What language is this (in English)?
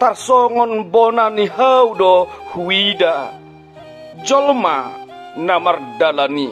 Batak Toba